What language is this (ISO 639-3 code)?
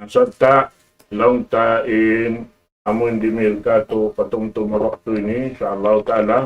tsg